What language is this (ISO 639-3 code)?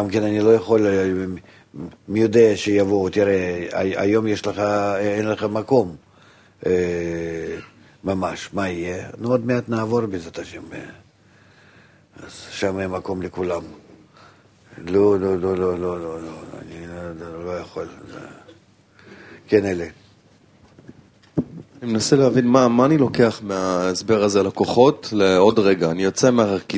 heb